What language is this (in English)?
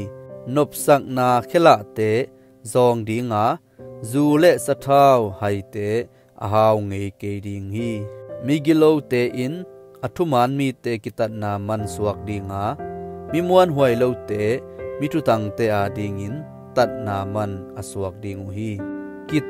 Tedim Chin